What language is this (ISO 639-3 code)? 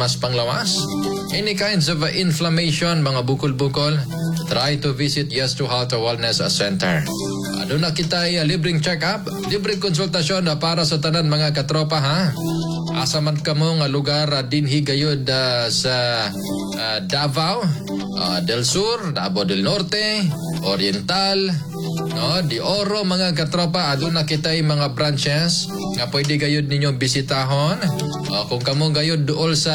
ceb